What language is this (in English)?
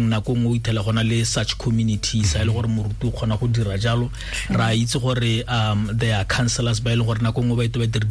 Tswana